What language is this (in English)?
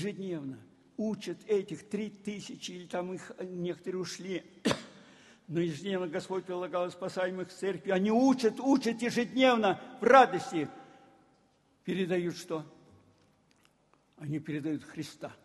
Russian